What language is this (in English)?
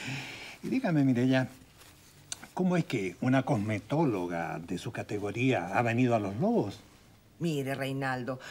Spanish